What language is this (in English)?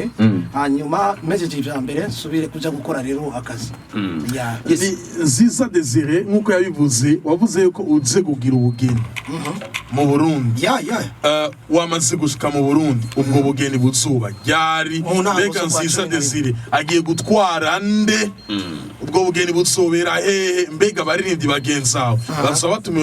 Rundi